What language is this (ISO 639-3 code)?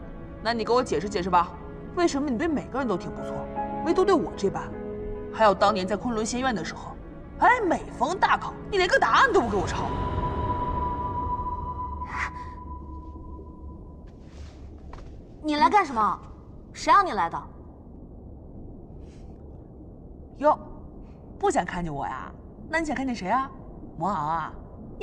zho